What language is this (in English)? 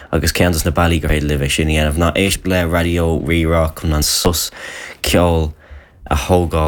Irish